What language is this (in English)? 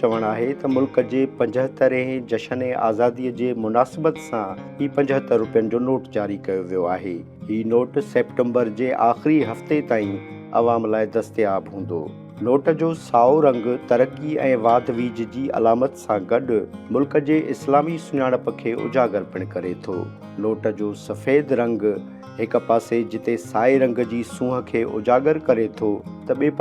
Sindhi